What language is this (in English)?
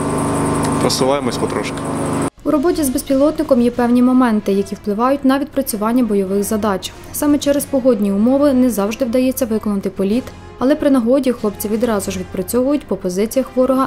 Ukrainian